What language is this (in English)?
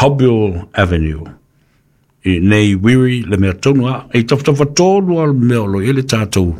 Samoan